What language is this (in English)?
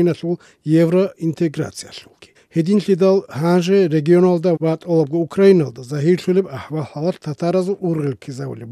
Avaric